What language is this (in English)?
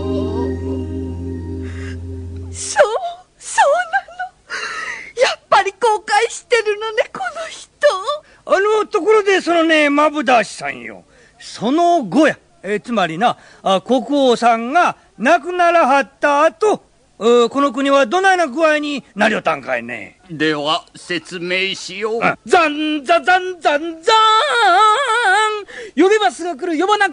Japanese